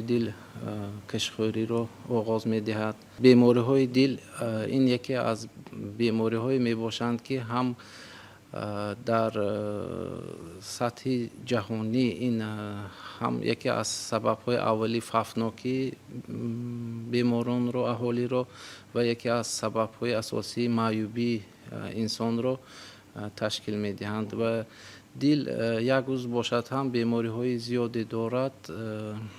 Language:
Tajik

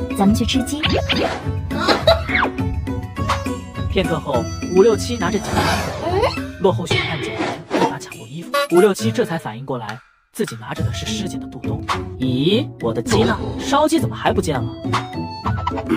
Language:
Chinese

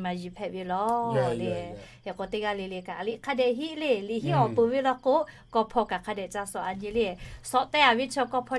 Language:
Lahu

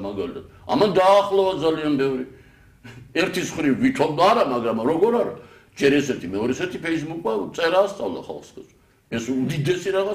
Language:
Georgian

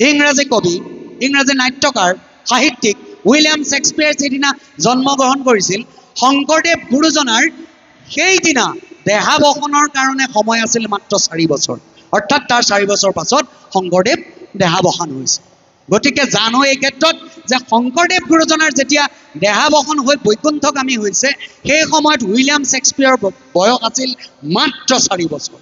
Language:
Assamese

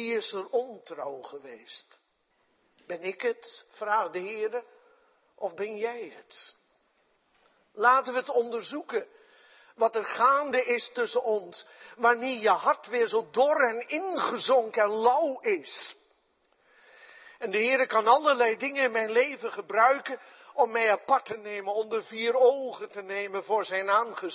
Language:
Dutch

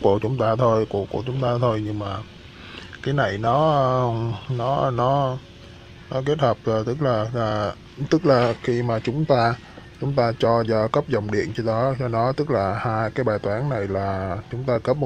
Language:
Vietnamese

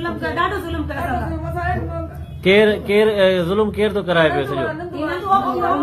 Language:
Sindhi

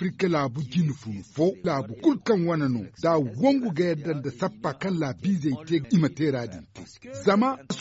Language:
Zarma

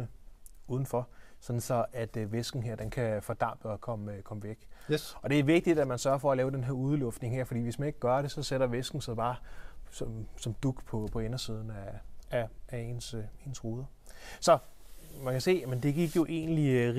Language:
Danish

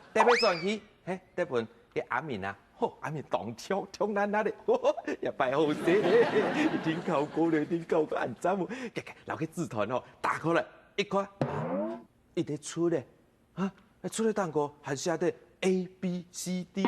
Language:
Hakka Chinese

